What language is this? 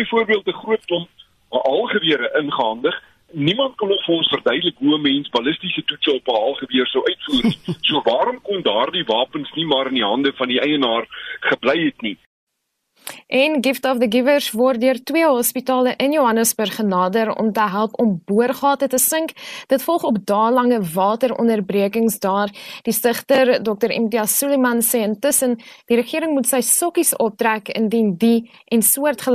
Afrikaans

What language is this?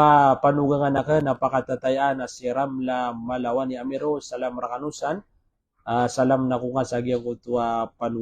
Maranao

